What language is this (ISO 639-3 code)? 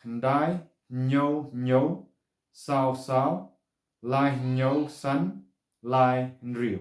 kha